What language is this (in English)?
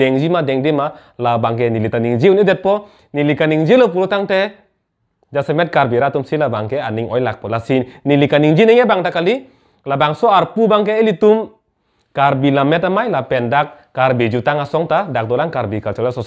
Karbi